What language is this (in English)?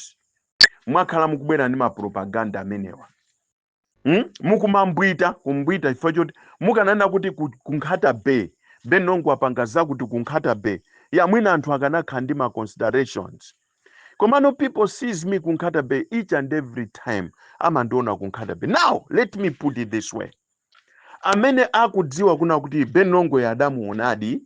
Nyanja